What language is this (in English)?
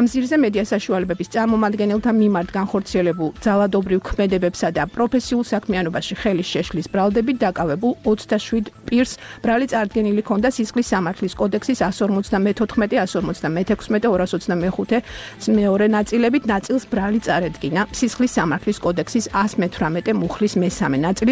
Georgian